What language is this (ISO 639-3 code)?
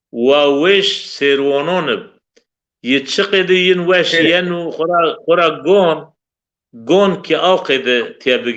zza